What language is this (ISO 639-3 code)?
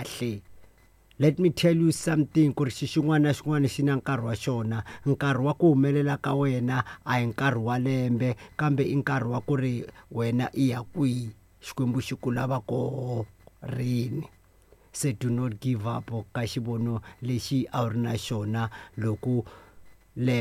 tso